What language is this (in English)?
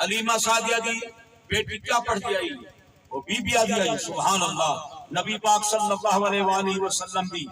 Saraiki